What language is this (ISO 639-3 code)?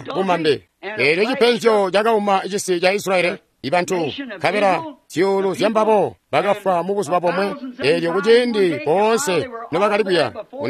toi